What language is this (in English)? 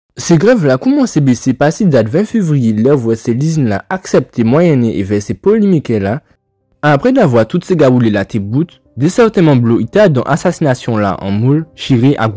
Guadeloupean Creole French